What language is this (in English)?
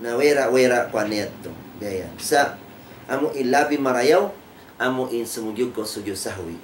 Tausug